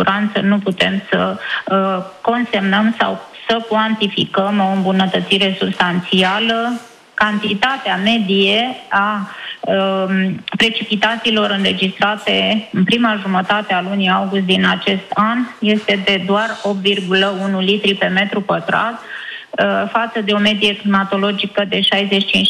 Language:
Romanian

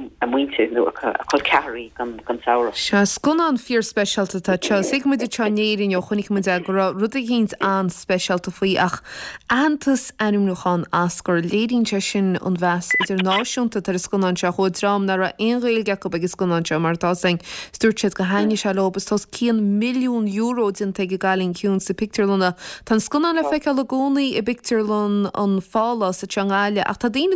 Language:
Irish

